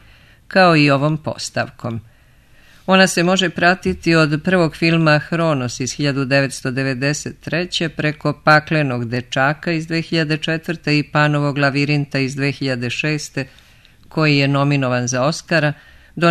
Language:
Serbian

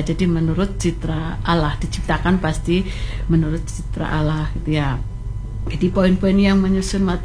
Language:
Indonesian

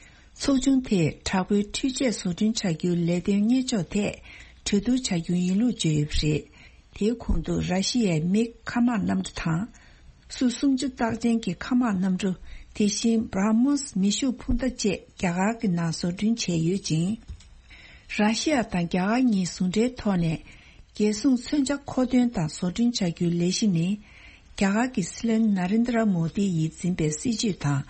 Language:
Tibetan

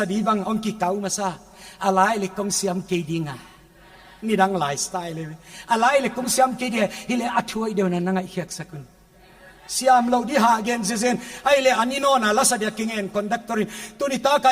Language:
Paite Chin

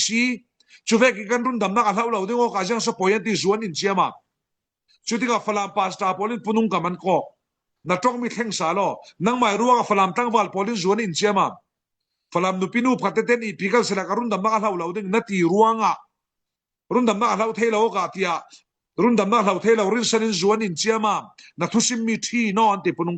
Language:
Falam Chin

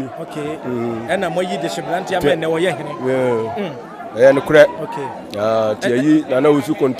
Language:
Akan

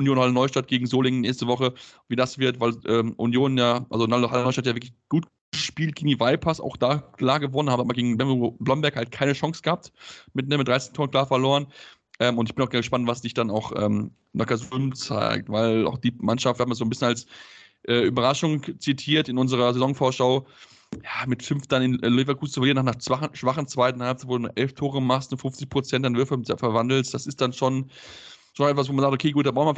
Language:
German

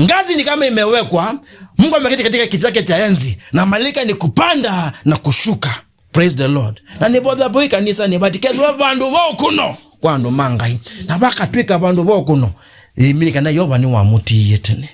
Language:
Kamba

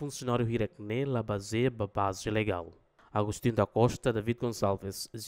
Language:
Tetum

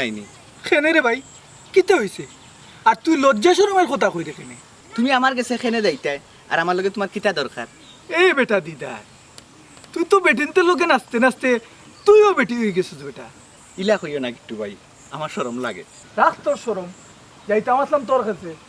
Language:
Sylheti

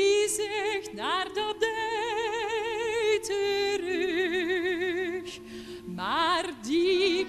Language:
Dutch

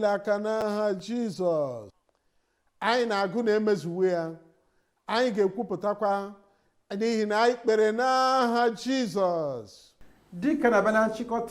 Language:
Igbo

